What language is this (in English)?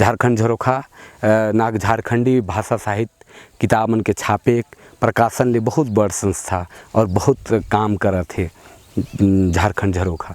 Sadri